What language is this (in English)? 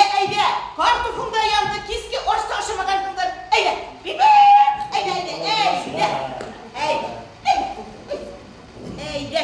Bashkir